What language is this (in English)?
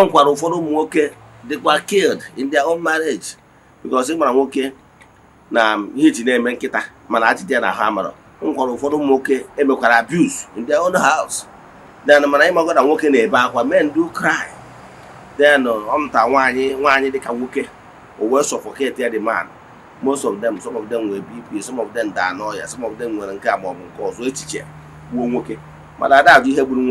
Igbo